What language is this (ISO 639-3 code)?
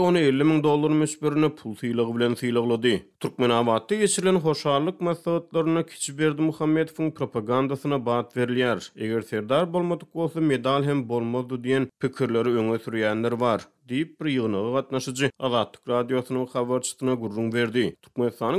tuk